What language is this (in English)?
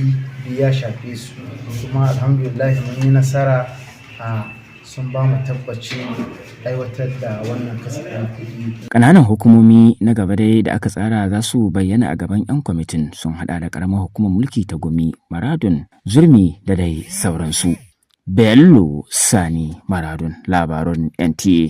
Hausa